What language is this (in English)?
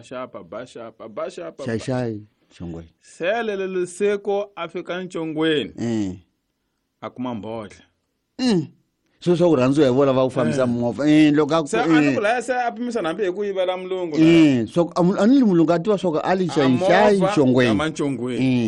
Tsonga